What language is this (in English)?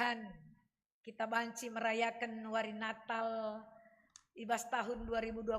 Batak Karo